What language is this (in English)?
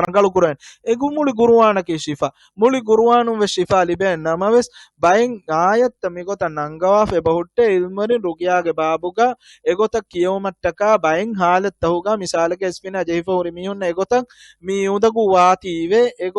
Divehi